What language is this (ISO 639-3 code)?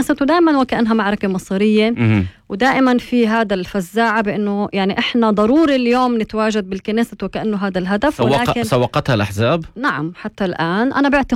apc